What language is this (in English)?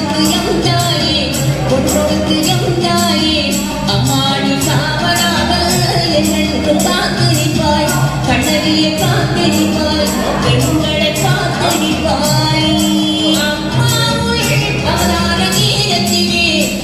Tamil